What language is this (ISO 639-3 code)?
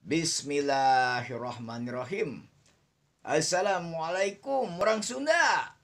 sun